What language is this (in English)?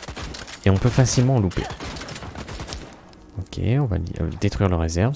French